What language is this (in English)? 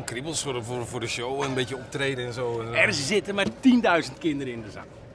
Dutch